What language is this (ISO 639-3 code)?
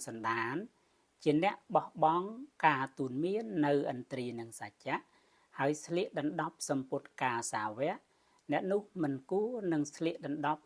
khm